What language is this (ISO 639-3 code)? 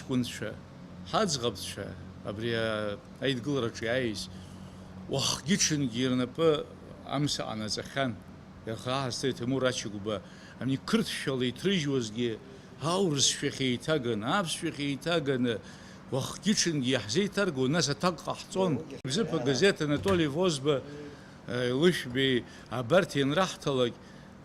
abk